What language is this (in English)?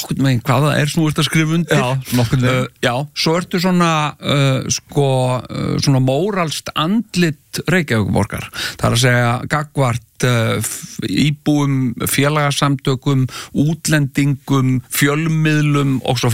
Icelandic